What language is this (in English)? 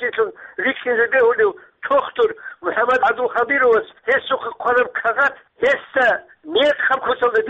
Avaric